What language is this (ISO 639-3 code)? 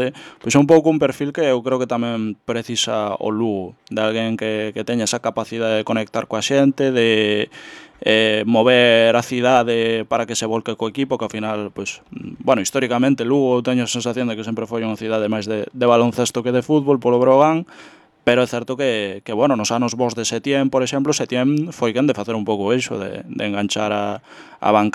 glg